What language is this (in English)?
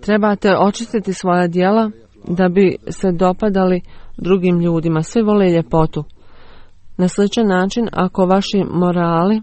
Bosnian